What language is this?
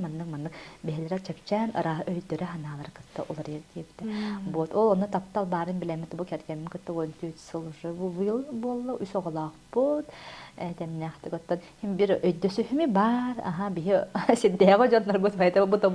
Yakut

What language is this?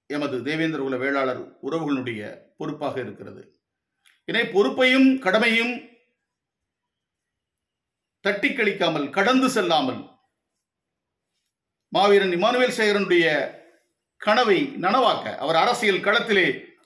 Tamil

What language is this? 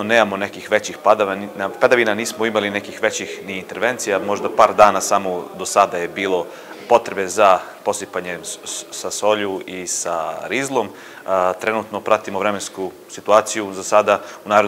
Serbian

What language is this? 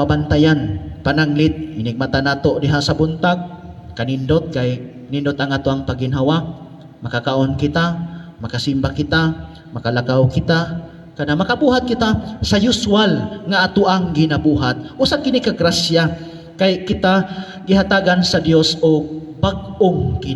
Cebuano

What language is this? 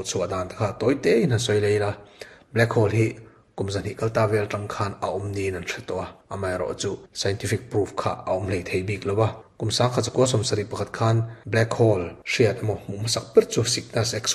Mizo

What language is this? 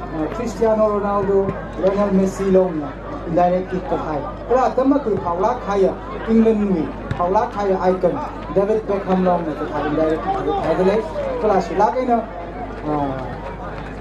Tangkhul Naga (India)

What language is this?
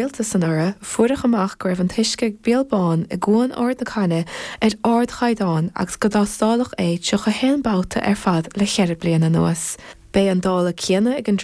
Irish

